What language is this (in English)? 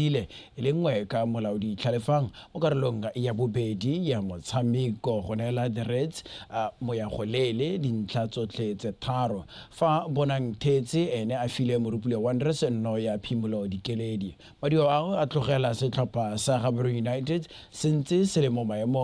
Tswana